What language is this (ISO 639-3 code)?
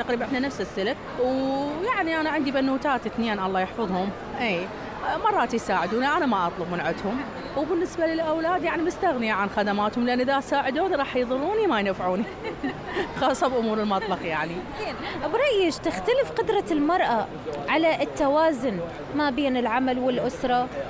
acm